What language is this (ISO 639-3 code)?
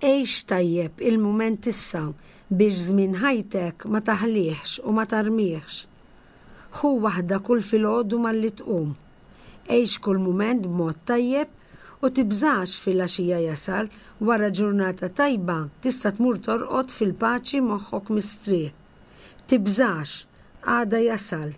mlt